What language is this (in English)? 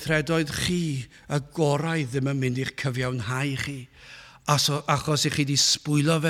Welsh